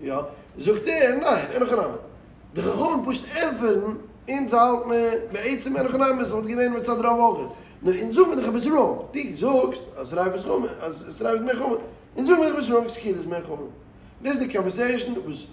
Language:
Yiddish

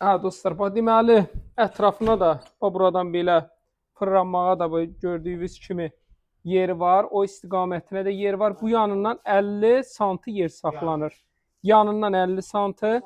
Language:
Azerbaijani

